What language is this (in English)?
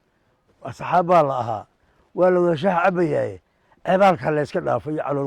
Somali